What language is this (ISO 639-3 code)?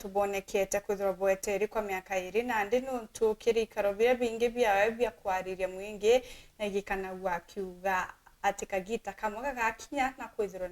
mer